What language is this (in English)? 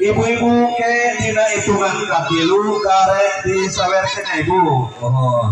Sundanese